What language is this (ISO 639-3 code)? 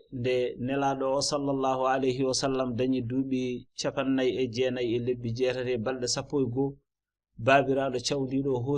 ful